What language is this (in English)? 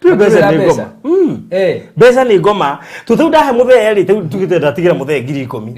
Kikuyu